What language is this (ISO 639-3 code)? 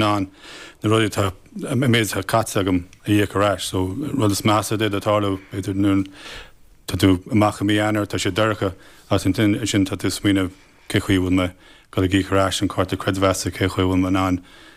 gle